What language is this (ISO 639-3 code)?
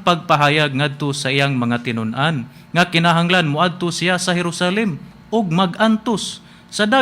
ceb